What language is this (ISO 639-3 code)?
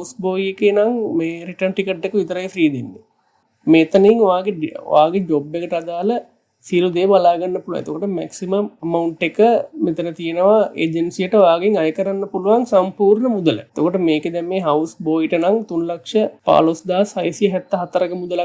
sin